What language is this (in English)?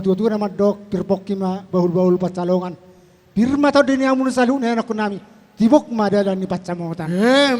Batak Toba